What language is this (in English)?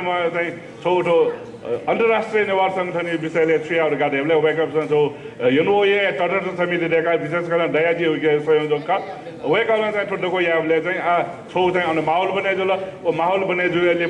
Newari